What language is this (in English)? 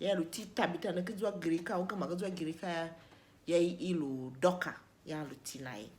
Tiv